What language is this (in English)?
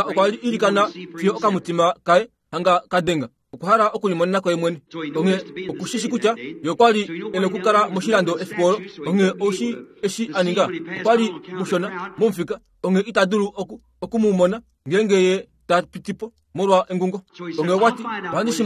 Kuanyama